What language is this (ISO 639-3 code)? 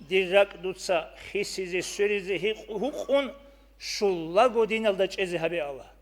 ava